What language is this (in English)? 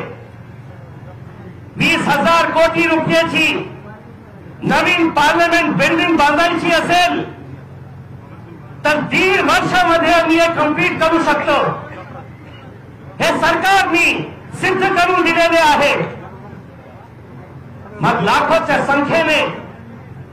Marathi